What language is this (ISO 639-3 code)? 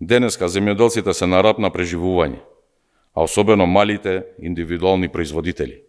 mkd